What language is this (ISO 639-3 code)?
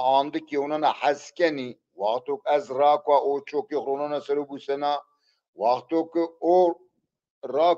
zza